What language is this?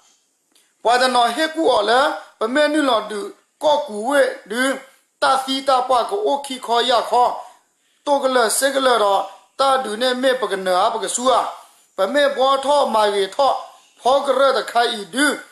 S'gaw Karen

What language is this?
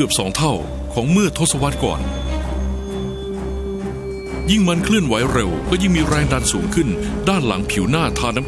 Thai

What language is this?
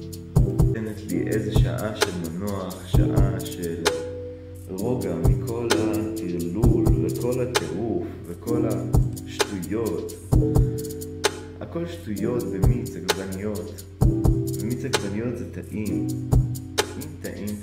Hebrew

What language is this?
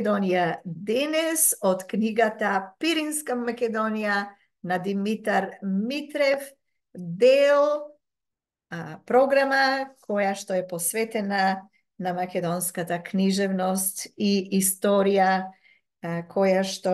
Macedonian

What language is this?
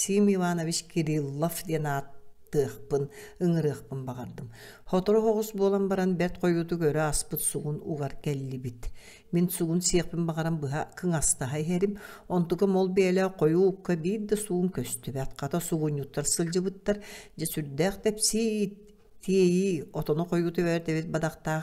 Yakut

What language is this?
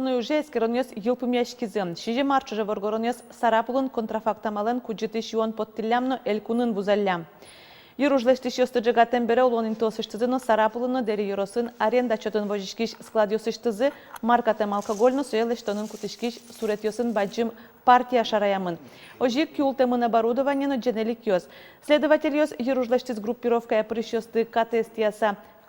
Udmurt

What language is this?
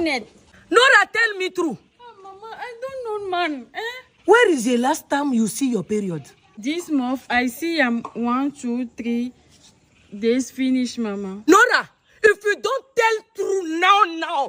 Ewe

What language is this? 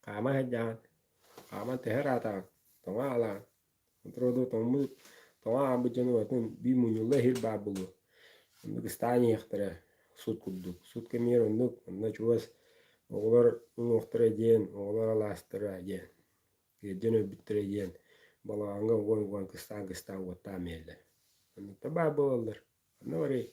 Yakut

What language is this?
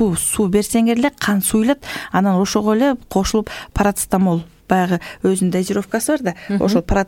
Kyrgyz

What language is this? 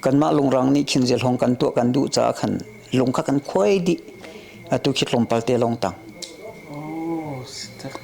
Hakha Chin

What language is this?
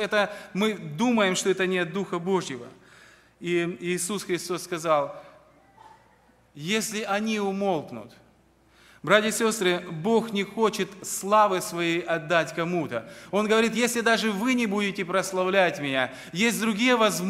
Russian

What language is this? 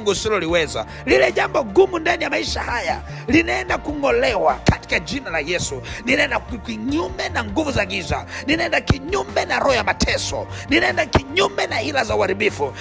Swahili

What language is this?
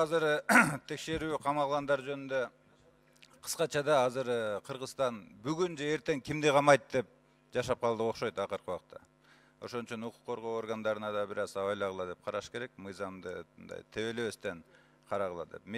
Kyrgyz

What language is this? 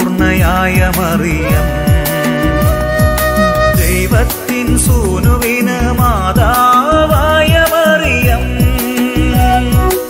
Malayalam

